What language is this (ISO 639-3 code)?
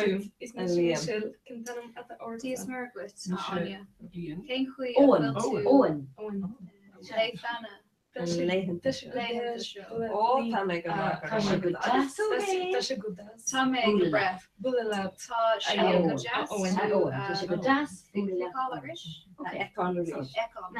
gle